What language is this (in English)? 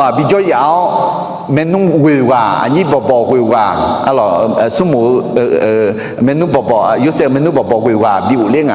Akha